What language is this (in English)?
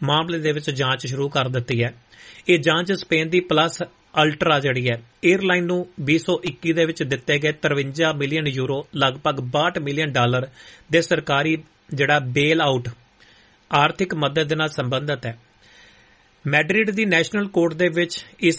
Punjabi